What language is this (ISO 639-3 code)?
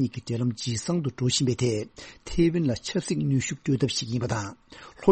bod